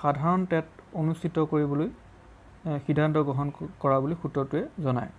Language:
Assamese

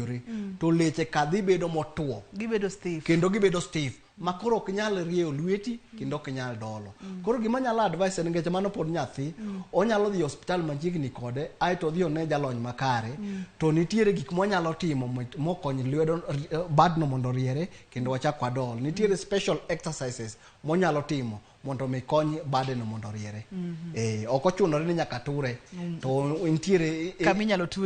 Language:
Luo (Kenya and Tanzania)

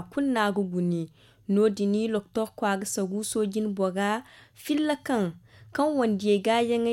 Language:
Zarma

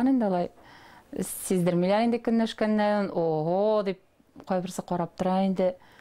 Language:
Tatar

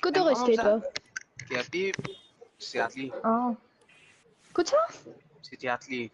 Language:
Morisyen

